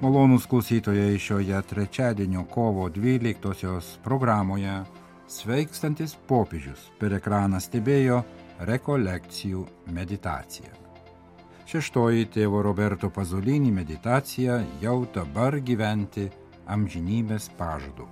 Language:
Lithuanian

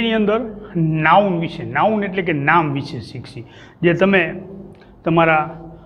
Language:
Gujarati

